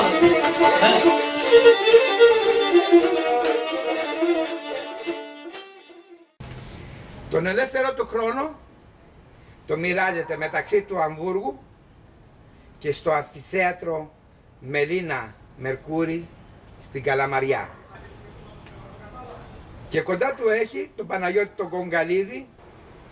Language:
Greek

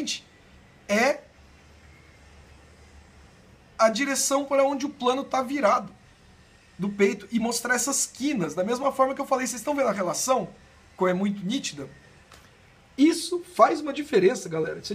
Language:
Portuguese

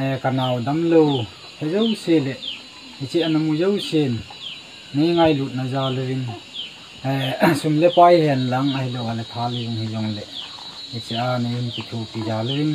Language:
Thado Chin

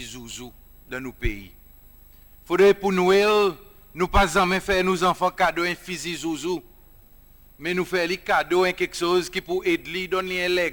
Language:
Seselwa Creole French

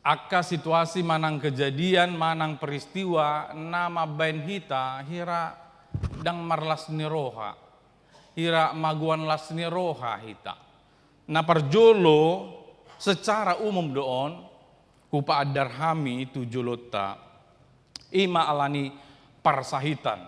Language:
Batak Toba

